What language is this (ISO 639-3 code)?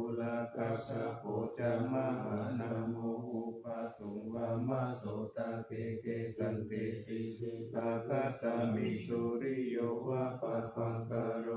pli